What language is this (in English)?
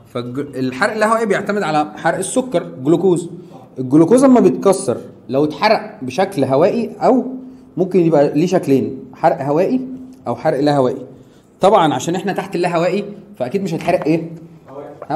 Egyptian Arabic